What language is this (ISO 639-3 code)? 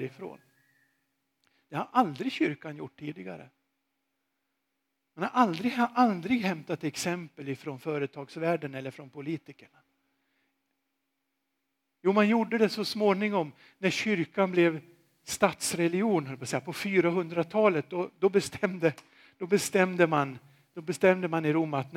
swe